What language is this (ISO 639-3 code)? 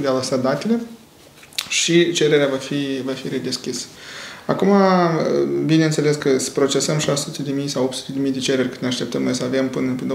ron